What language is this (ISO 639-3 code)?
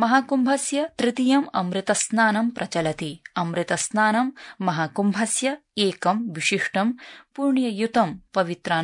san